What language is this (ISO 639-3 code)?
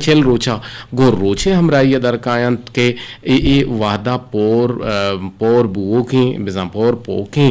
bgp